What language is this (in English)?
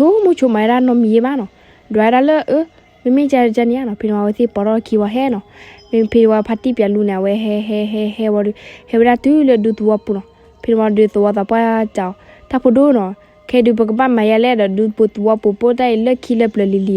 S'gaw Karen